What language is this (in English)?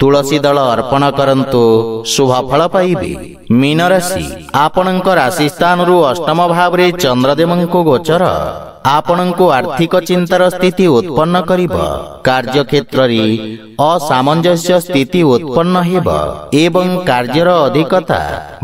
Odia